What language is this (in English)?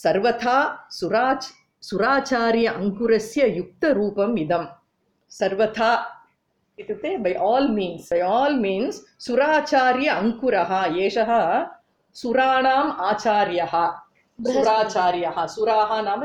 Sanskrit